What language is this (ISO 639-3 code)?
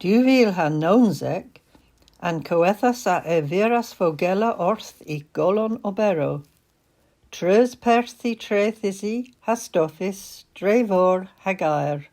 cor